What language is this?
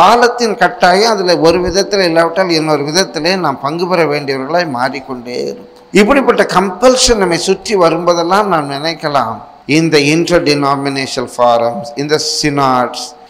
Tamil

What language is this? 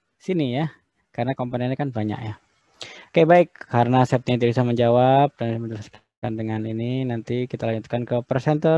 Indonesian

